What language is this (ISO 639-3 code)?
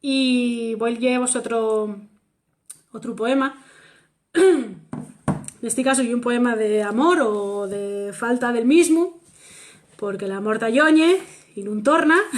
ast